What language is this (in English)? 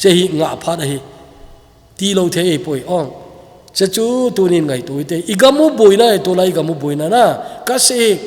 Thado Chin